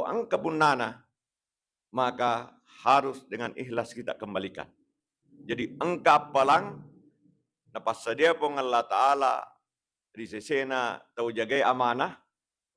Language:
Buginese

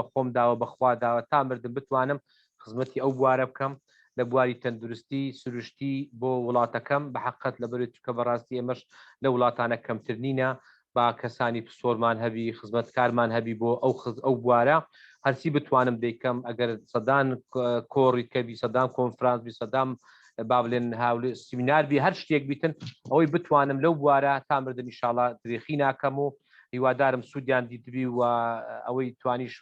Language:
Central Kurdish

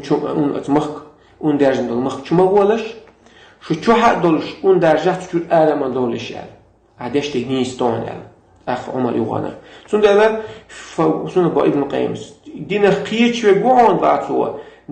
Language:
Chechen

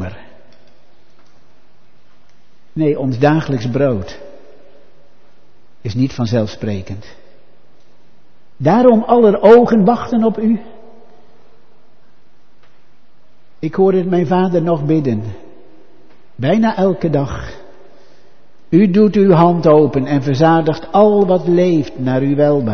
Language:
Dutch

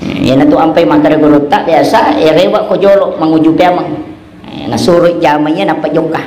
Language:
Buginese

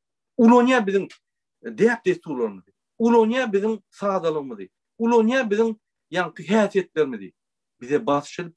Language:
Turkmen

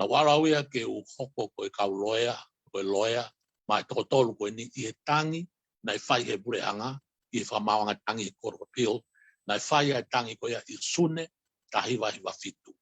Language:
Tongan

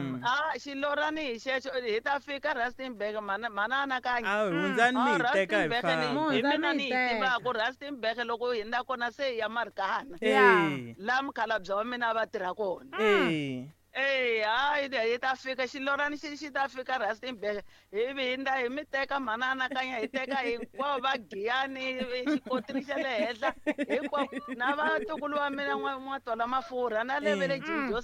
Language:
Tsonga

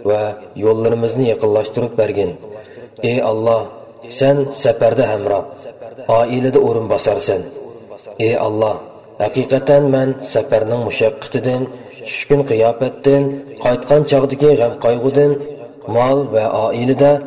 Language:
Uyghur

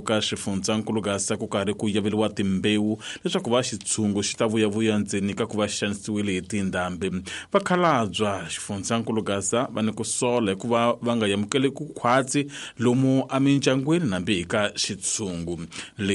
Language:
Tsonga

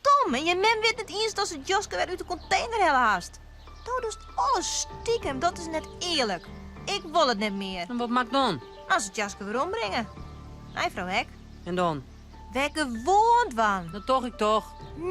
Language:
Western Frisian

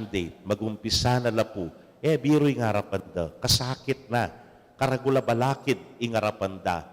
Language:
Pampanga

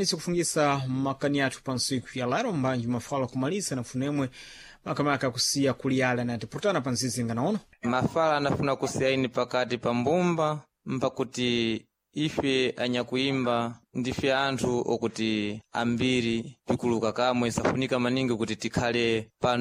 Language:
Sena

